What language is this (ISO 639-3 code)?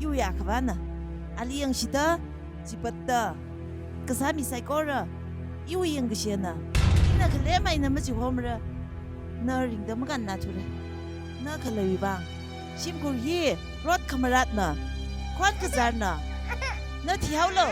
nmf